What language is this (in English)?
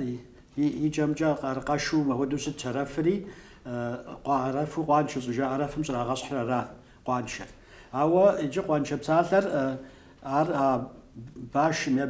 Kabardian